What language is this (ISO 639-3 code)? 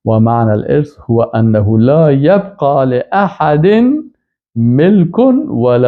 fas